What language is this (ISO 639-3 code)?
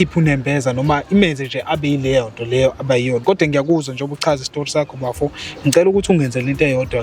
zul